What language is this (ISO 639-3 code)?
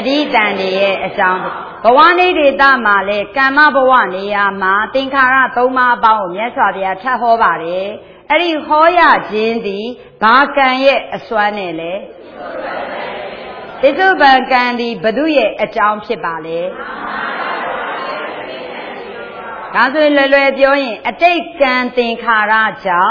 mya